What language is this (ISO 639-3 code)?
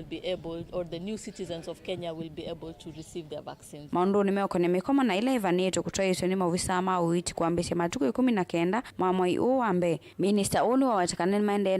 kam